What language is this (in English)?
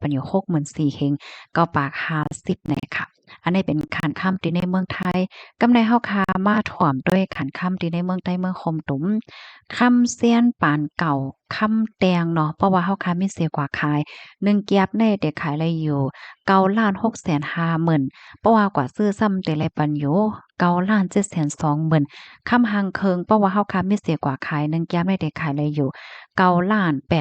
Shan